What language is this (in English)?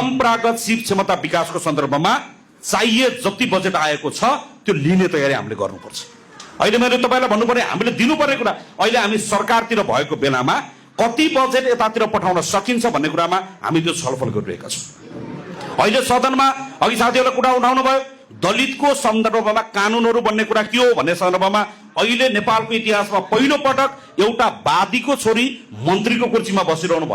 Nepali